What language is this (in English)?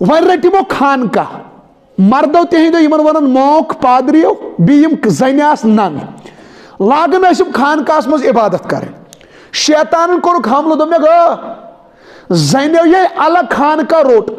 Kashmiri